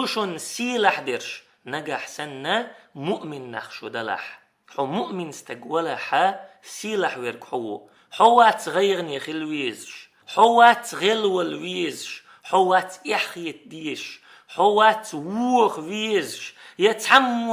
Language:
Chechen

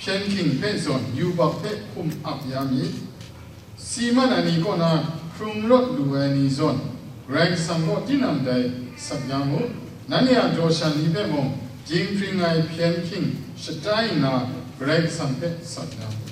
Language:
Kachin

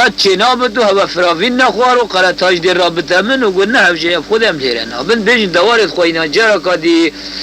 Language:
Kurdish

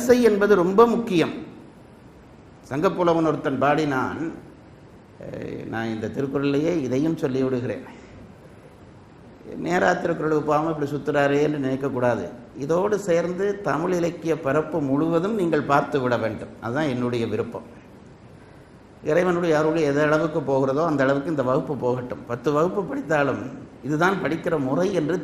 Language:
Tamil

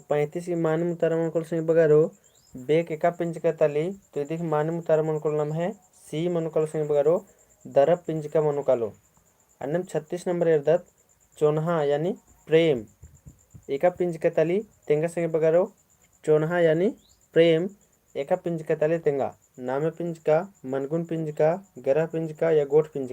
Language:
Kurukh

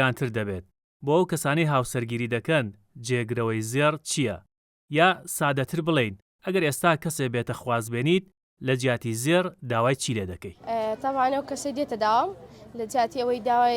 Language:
Central Kurdish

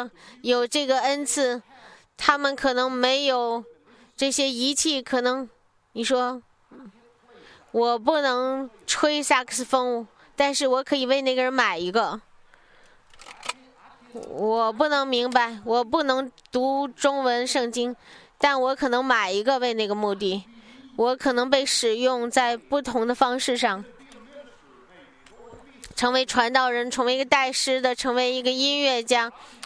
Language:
Chinese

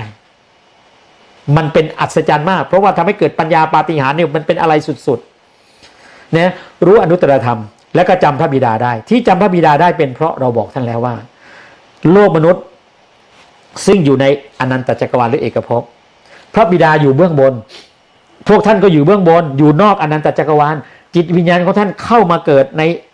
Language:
Thai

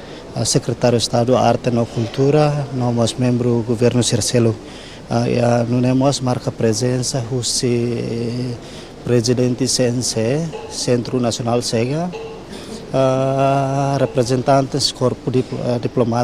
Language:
Tetum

